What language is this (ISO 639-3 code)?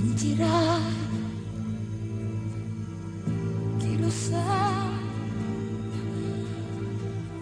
ita